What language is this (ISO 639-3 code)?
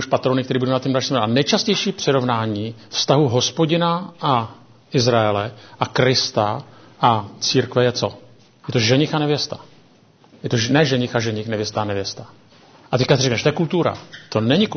ces